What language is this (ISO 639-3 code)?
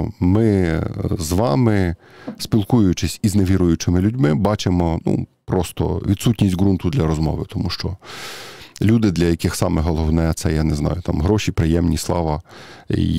ukr